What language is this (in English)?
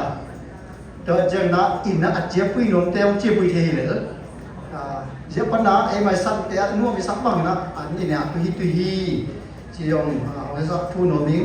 Siyin Chin